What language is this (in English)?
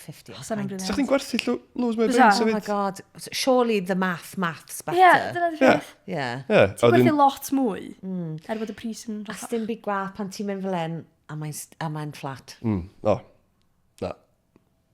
Welsh